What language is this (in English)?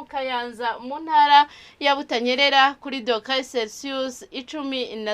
Rundi